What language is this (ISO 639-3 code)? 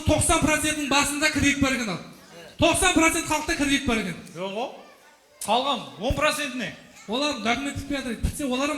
kaa